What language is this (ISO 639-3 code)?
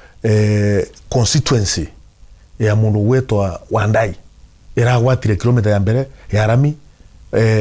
kik